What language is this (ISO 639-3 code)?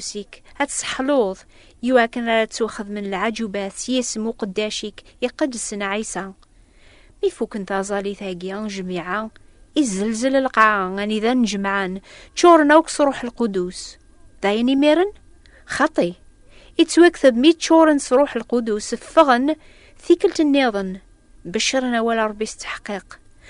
kab